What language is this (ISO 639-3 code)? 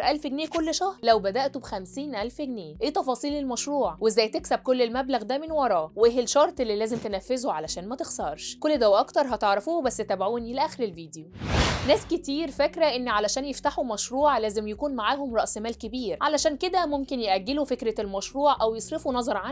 arz